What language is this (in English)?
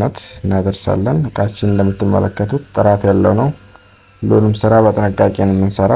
Amharic